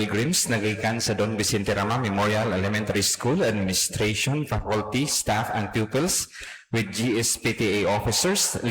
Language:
Cebuano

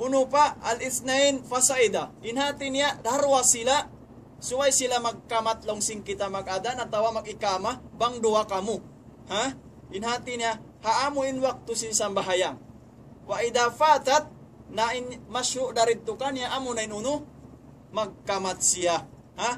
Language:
Tausug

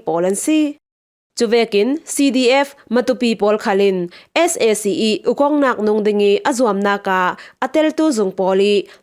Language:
Falam Chin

